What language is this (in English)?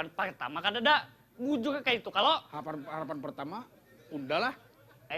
Banjar